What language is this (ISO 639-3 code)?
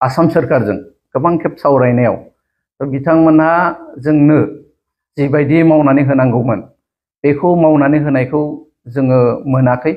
brx